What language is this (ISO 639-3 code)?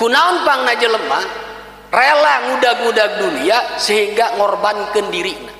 sun